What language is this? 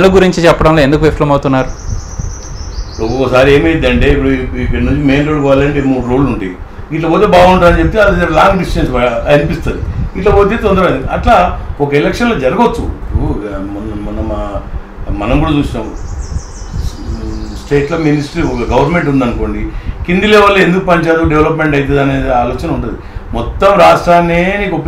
Telugu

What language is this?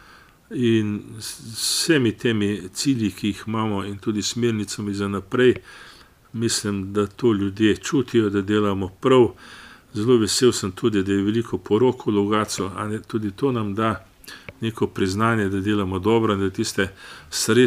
Slovenian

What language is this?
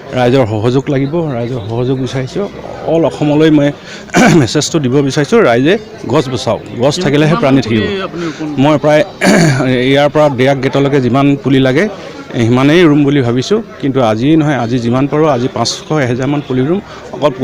Assamese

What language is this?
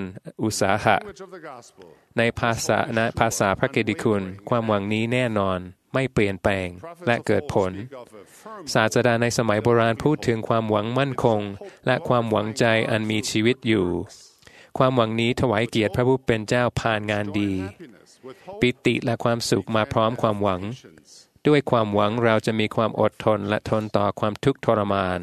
Thai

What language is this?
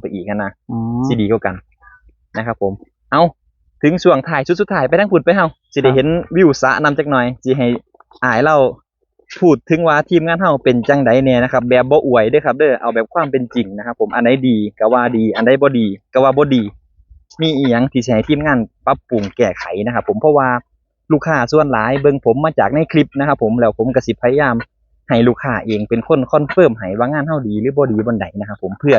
Northeastern Thai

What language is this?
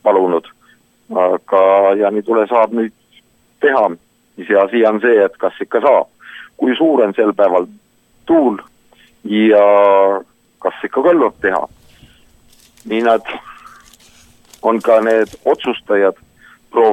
Estonian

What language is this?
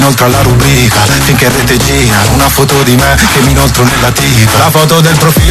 Italian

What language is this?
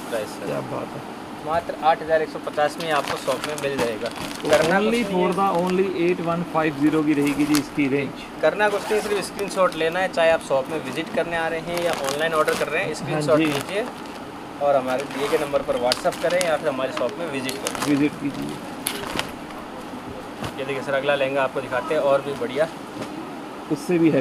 Hindi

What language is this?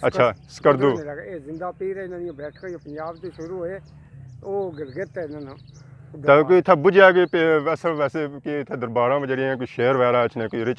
Pahari-Potwari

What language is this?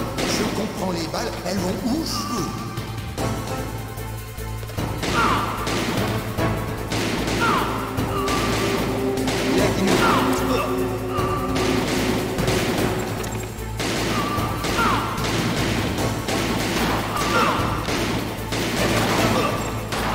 French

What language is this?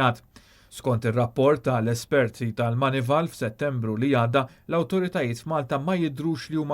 Maltese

